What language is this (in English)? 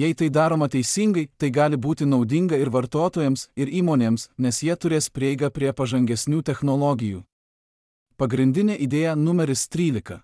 Lithuanian